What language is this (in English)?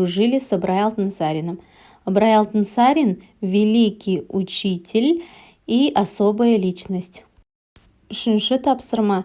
Kazakh